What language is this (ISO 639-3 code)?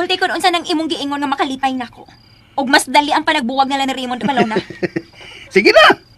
ceb